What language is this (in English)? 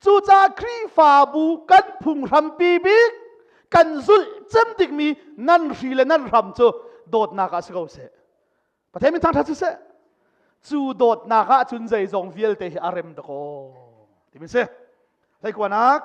Hakha Chin